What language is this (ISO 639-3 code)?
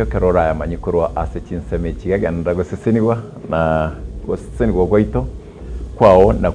guz